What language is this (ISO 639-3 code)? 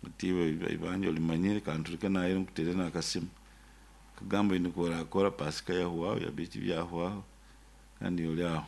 nyo